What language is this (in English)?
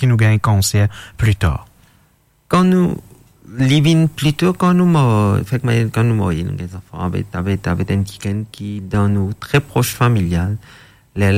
French